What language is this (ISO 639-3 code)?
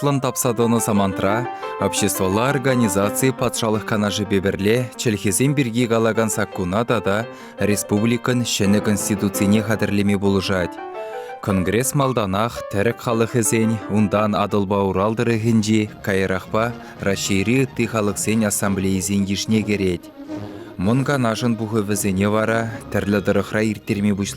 chv